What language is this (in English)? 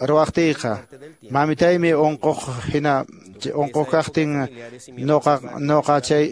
Quechua